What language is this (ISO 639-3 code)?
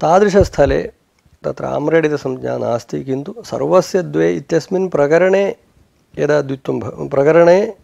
san